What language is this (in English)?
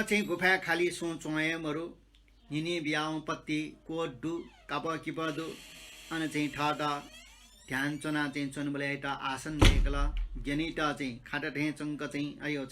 Newari